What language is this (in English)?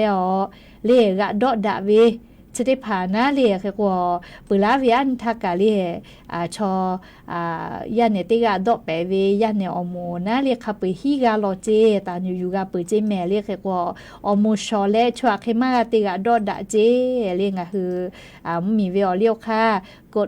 Lahu